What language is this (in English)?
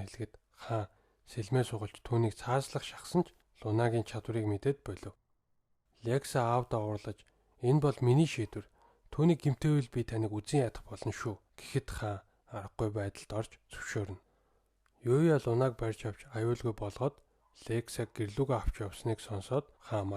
Mongolian